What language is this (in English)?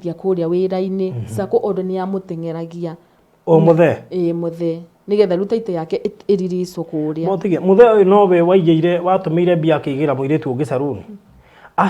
Kikuyu